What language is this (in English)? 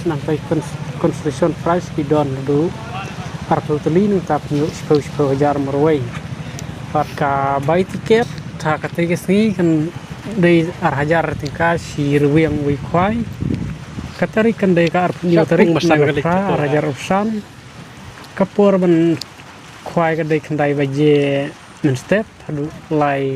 Khasi